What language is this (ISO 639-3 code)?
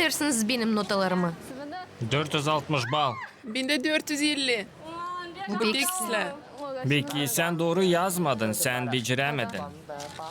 gag